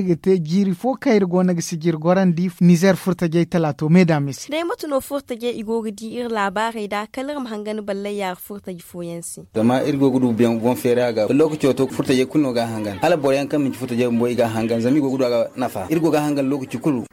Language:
Zarma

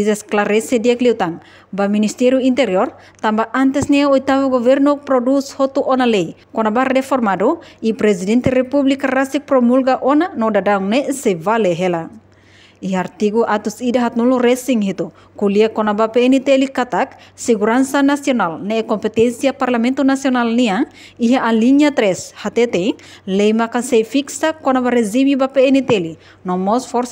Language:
Tetum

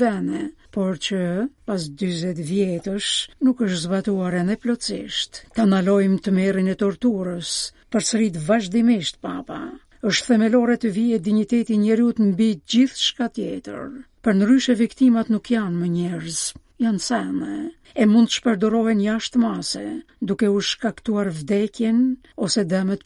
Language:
Albanian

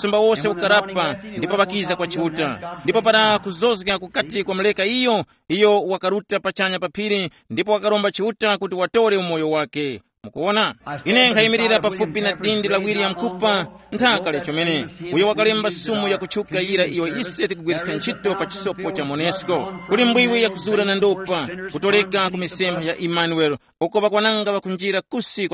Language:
Tumbuka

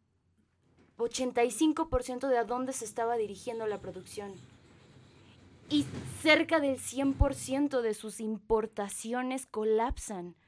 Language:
Spanish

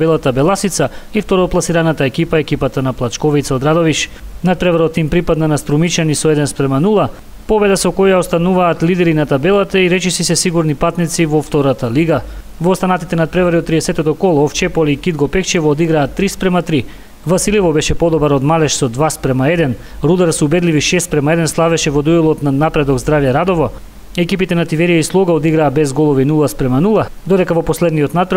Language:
Macedonian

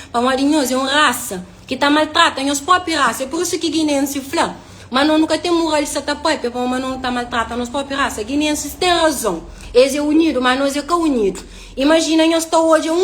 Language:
Kabuverdianu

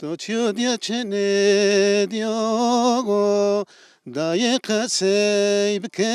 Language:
Zaza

